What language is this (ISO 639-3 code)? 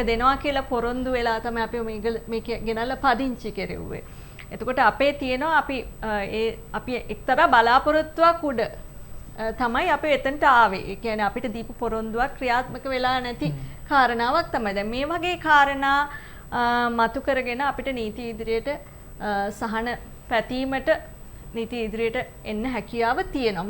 sin